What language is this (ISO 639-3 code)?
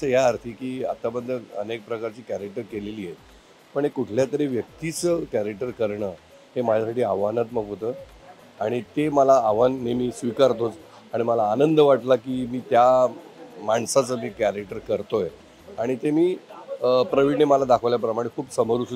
mar